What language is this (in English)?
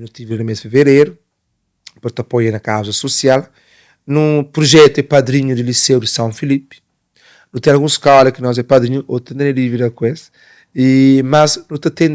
Kabuverdianu